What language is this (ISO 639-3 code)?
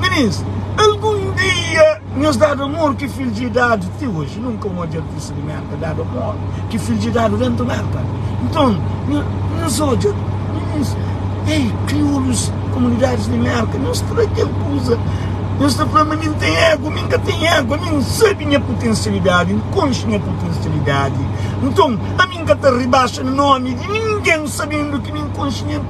kea